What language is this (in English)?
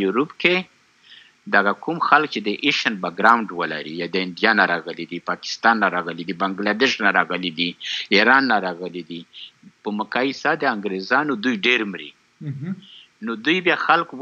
Pashto